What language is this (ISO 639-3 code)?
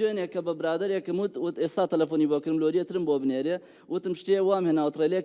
ckb